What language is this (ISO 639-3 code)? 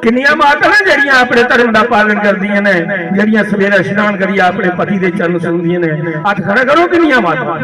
doi